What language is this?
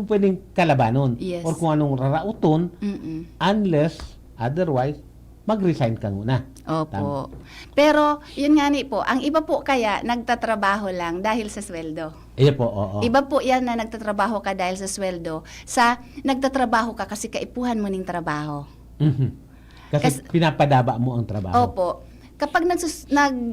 Bikol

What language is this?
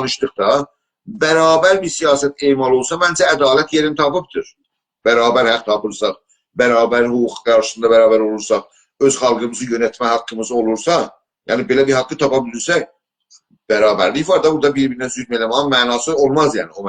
South Azerbaijani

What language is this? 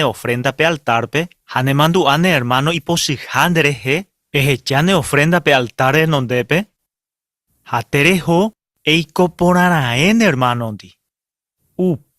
Guarani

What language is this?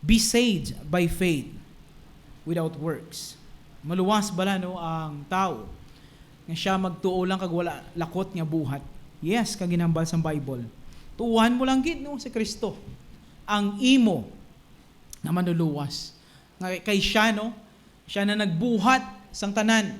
Hiligaynon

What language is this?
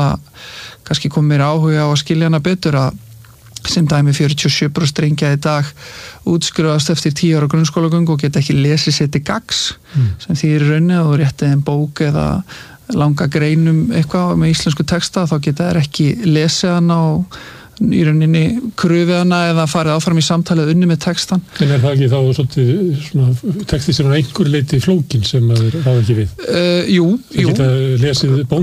Icelandic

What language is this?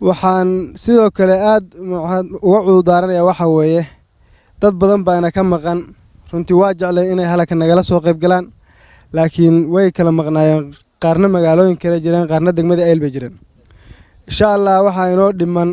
Somali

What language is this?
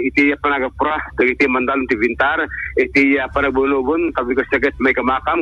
Iloko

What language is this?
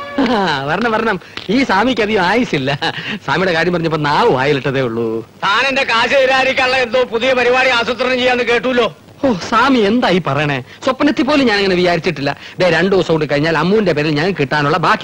Malayalam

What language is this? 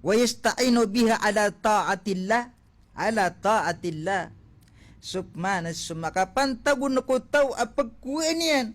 Maranao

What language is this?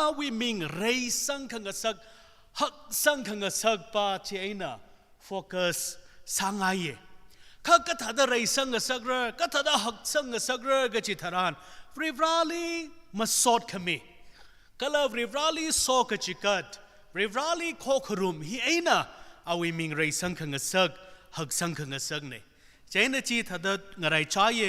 Tangkhul Naga (India)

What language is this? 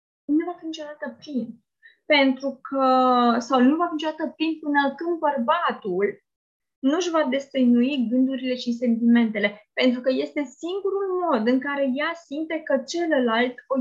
Romanian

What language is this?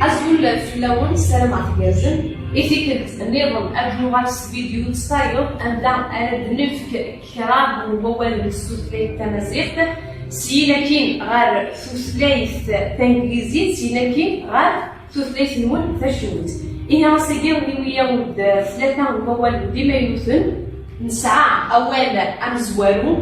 Kabyle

